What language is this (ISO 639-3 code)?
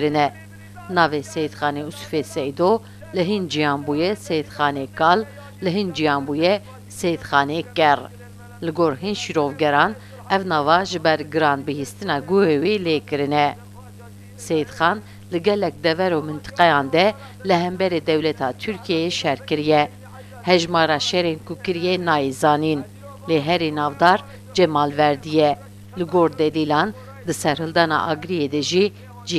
kur